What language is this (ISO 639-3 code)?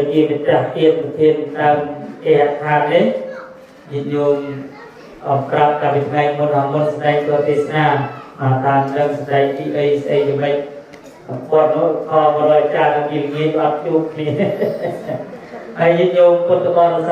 khm